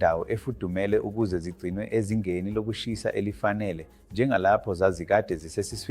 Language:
Zulu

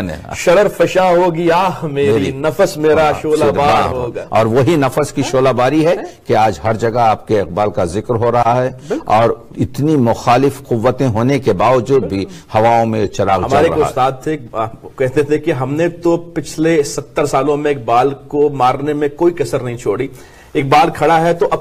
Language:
Urdu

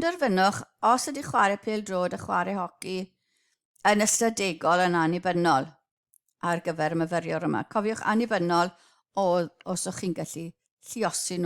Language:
Welsh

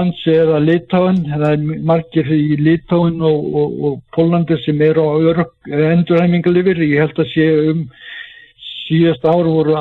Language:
Icelandic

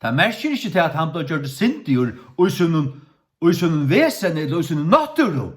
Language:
Faroese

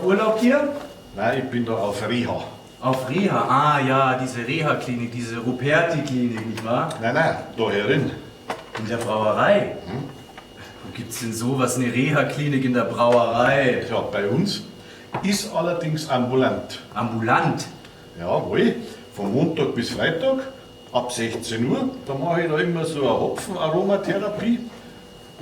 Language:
Bavarian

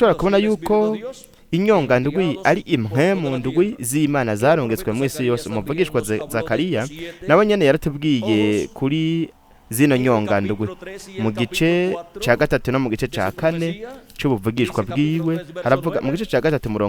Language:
Rundi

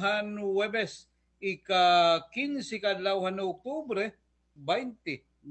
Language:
Waray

